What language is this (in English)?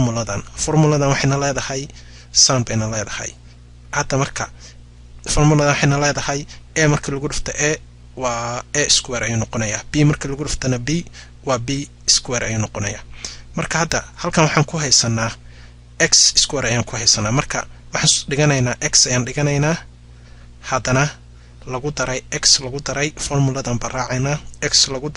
Somali